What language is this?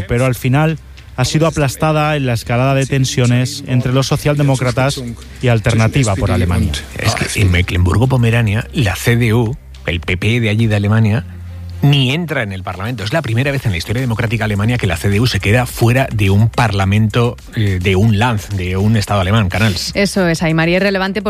Spanish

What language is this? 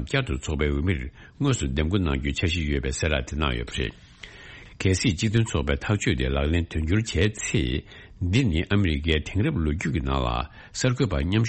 Tibetan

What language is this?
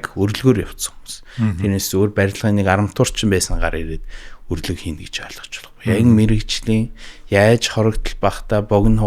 Mongolian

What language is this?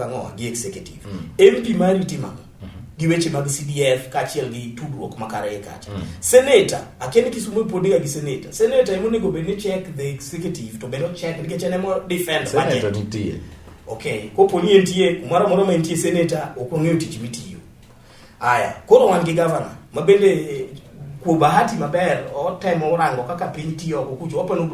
Luo (Kenya and Tanzania)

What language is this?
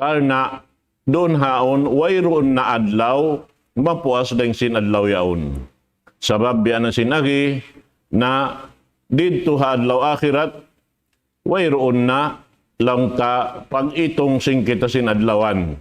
Tausug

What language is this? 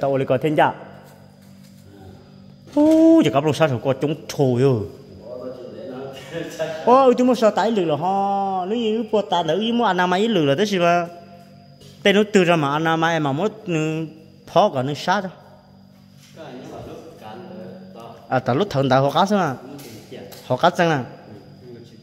Vietnamese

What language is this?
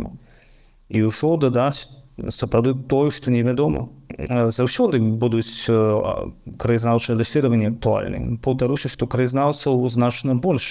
Belarusian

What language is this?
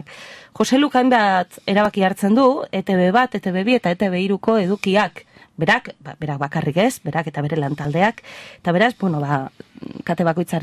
Basque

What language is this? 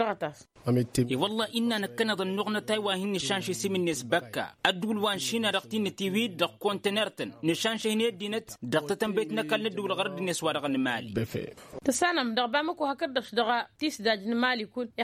Tamasheq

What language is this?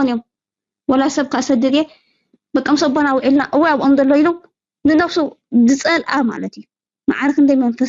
Tigrinya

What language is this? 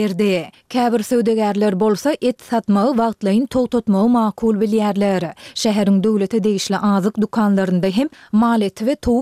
Turkmen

